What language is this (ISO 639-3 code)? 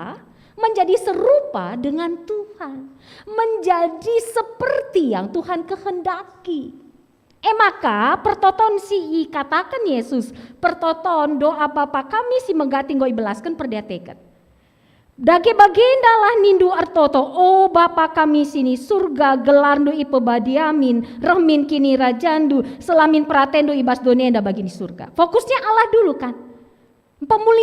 btx